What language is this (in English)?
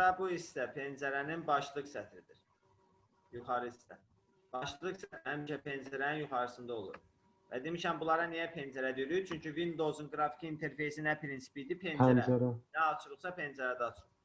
Azerbaijani